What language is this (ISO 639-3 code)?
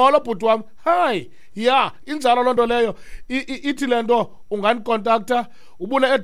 xho